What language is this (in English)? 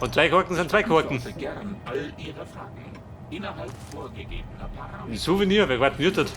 Bavarian